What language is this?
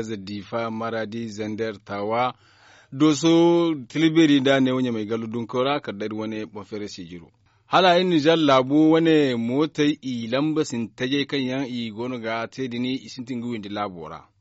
Zarma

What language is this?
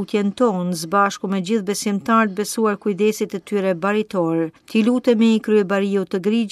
Albanian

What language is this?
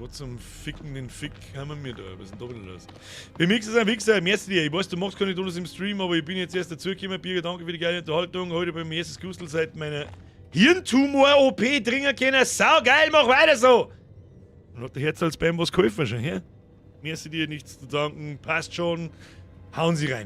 Bavarian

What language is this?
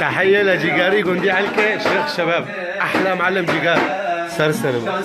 North Levantine Arabic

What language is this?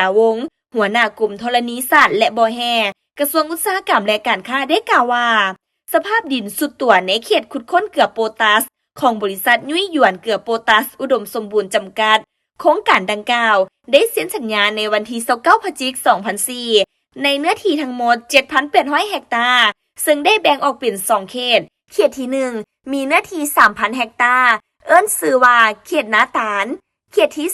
Lao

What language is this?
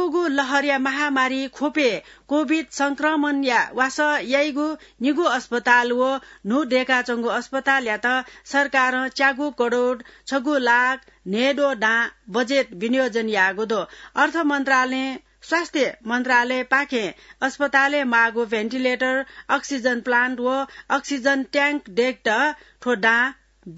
Newari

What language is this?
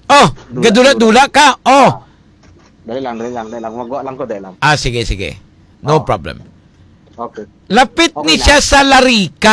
Hiligaynon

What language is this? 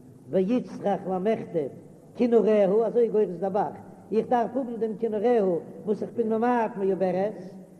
Yiddish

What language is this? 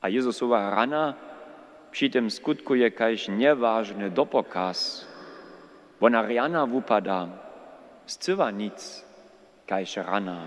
Upper Sorbian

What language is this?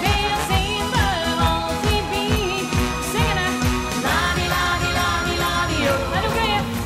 Limburgish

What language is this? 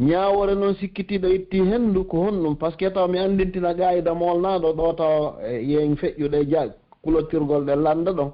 Pular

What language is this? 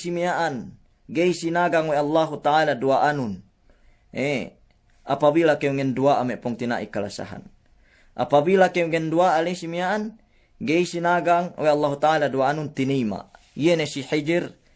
Yakan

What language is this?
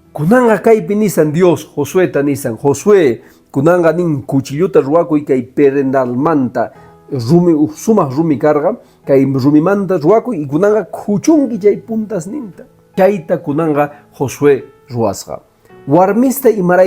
Quechua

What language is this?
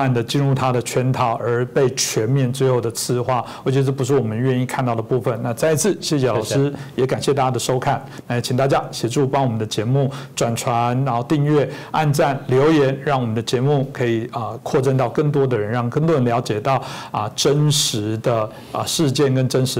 Chinese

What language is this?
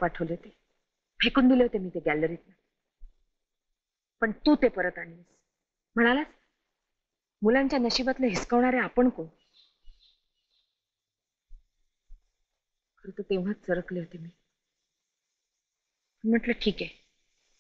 Marathi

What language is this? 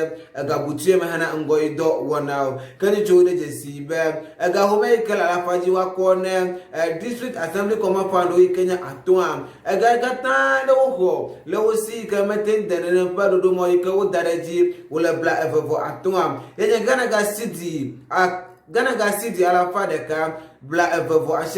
Ewe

